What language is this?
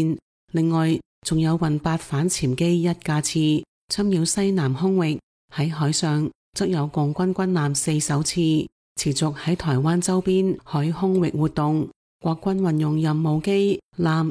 Cantonese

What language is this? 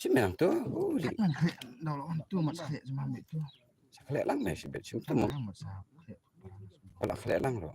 Khasi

